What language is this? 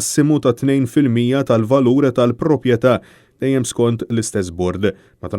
Maltese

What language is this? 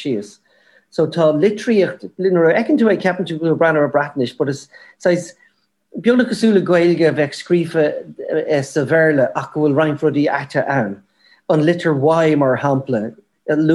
Irish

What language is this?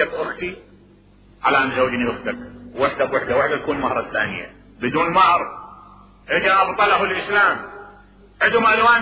Mesopotamian Arabic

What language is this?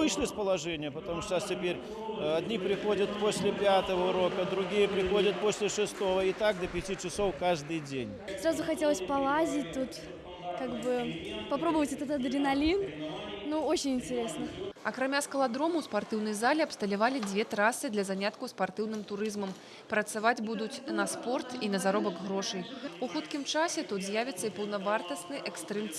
Belarusian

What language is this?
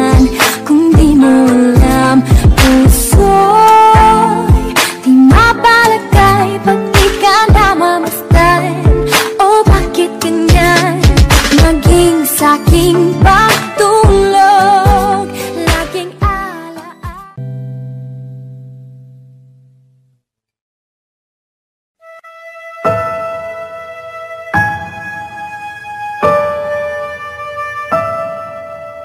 Filipino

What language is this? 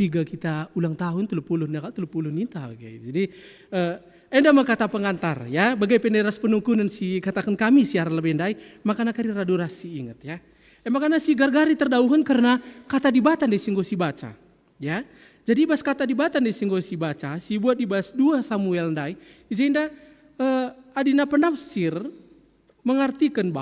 Batak Karo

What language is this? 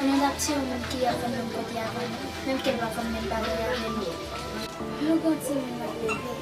Haitian Creole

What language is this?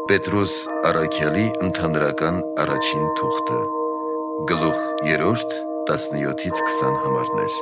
Armenian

